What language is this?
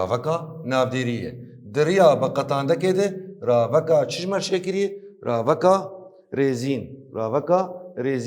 Kurdish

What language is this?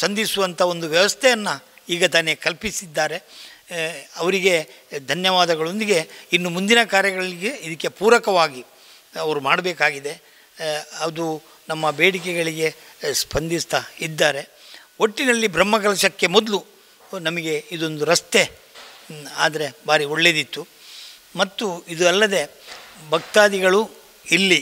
Kannada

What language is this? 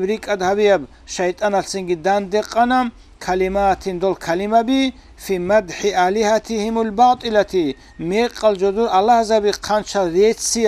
Avaric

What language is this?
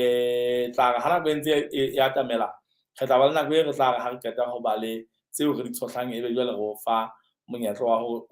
Southern Sotho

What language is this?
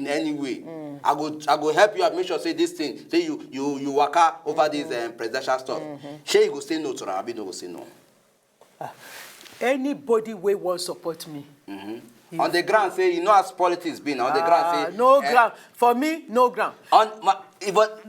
Nigerian Pidgin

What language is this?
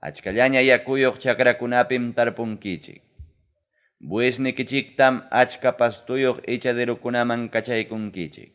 Ayacucho Quechua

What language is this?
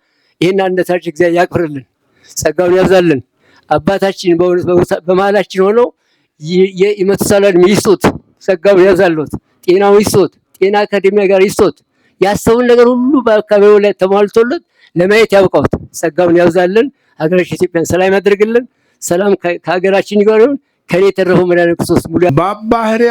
Amharic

